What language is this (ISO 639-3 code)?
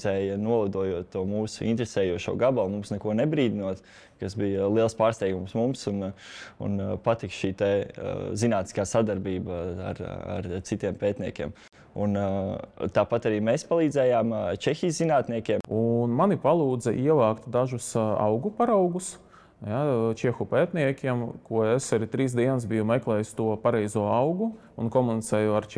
lav